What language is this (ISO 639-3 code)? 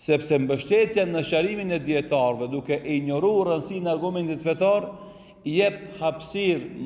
sqi